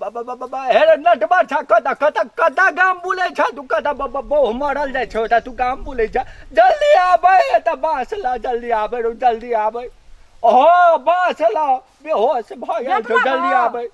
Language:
Maithili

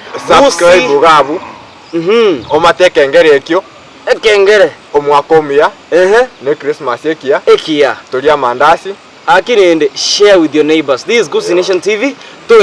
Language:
Gusii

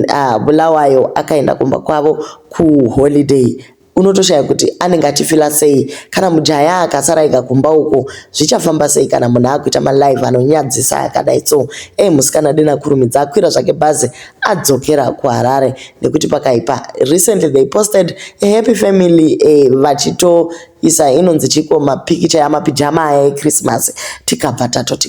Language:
Shona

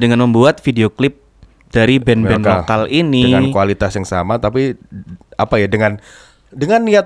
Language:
Indonesian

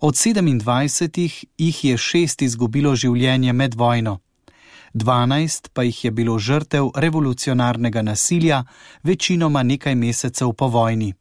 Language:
Slovenian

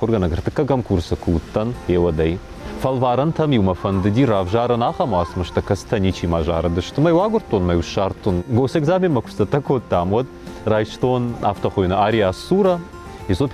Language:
Ossetic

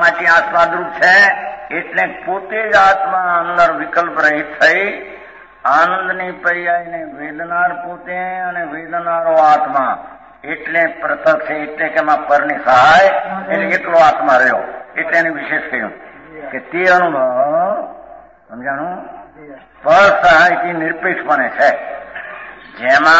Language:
Gujarati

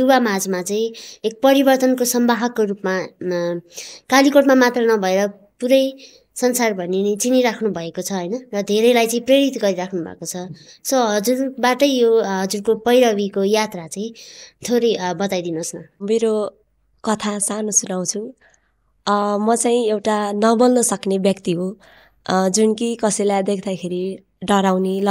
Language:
Nepali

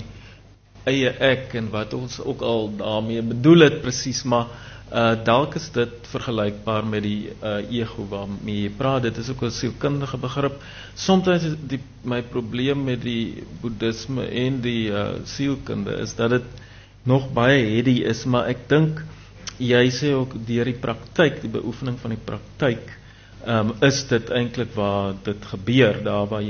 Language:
Afrikaans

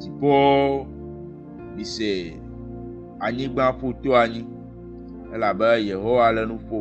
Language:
Ewe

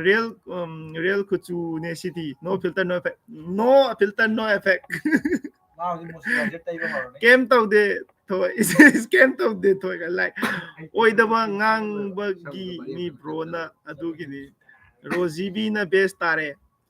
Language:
Manipuri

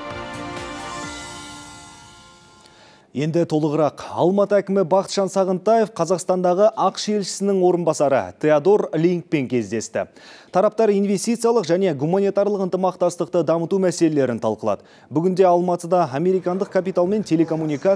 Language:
Kazakh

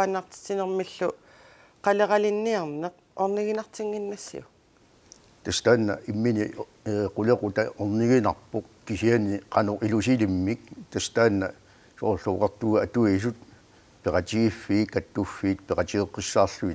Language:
Kalaallisut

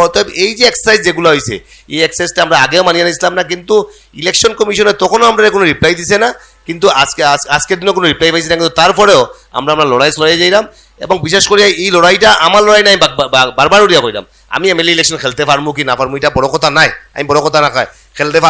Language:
Sylheti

